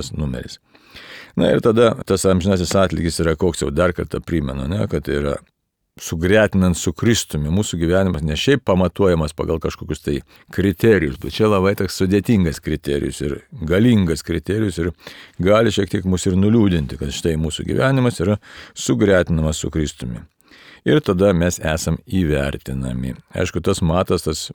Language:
Lithuanian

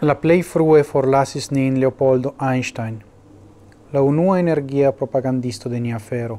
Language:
Esperanto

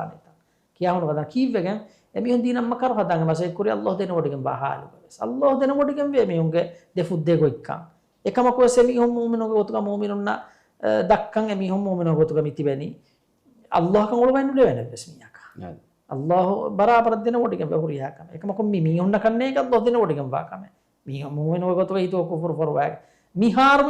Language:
Divehi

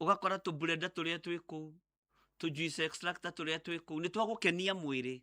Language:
Kikuyu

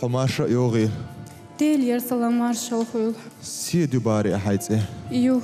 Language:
Chechen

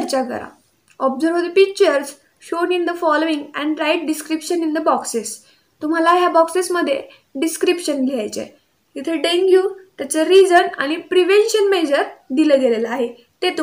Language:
Marathi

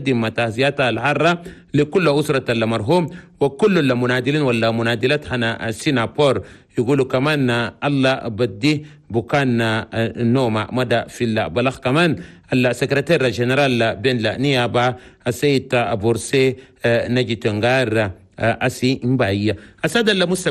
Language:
Chadian Arabic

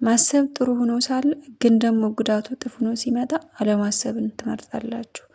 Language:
Amharic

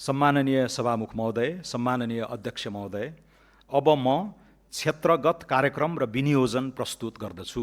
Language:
Nepali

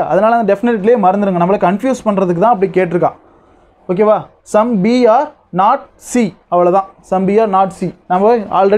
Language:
Tamil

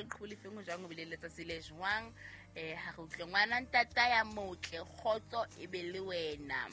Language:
Southern Sotho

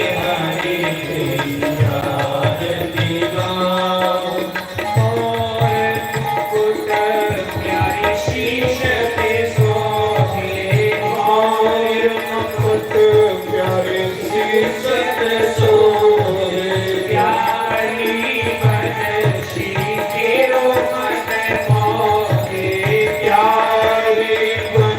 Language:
Dogri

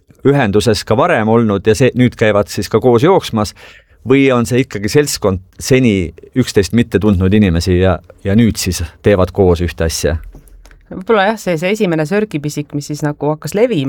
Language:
Estonian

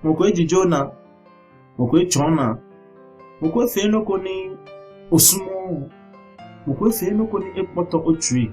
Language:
Ga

